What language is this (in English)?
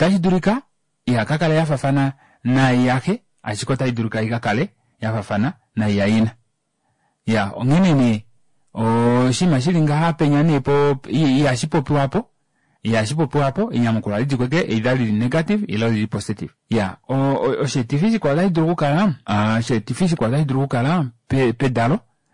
Kuanyama